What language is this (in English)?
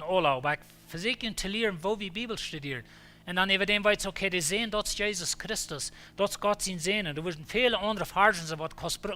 Plautdietsch